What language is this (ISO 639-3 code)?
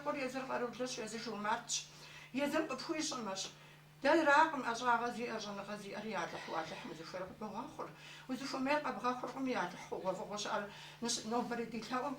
kbd